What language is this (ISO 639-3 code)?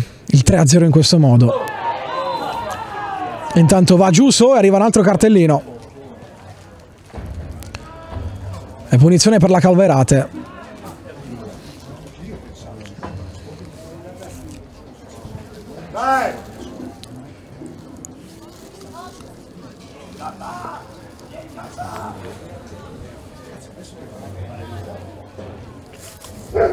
ita